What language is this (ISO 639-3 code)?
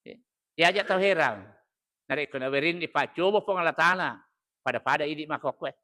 bug